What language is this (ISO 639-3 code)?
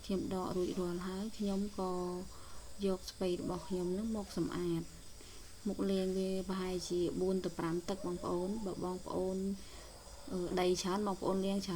khm